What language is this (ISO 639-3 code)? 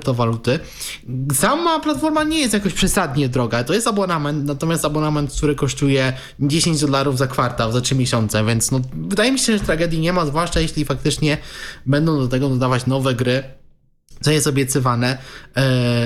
pol